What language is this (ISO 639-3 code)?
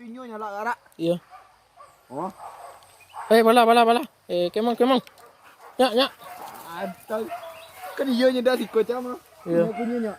min